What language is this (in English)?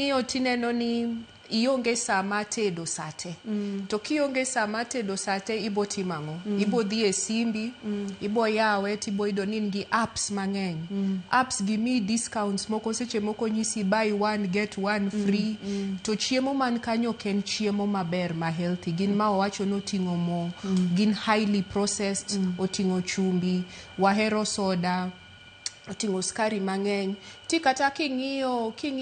Luo (Kenya and Tanzania)